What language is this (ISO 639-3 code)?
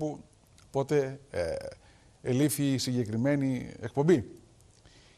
ell